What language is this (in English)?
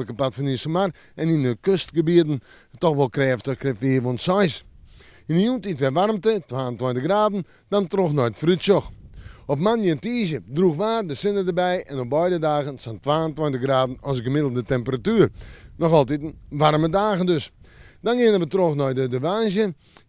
Western Frisian